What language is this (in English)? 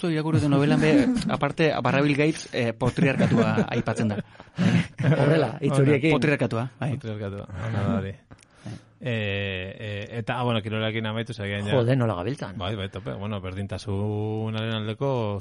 Basque